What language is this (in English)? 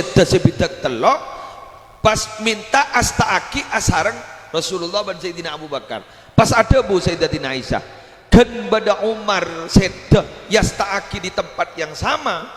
Madurese